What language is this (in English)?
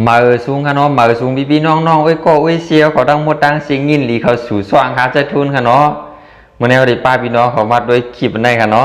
Shan